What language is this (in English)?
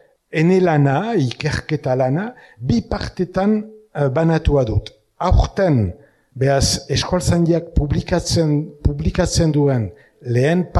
Basque